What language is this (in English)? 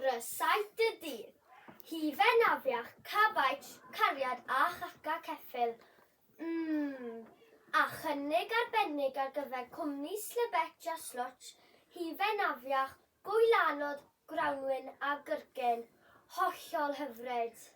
Welsh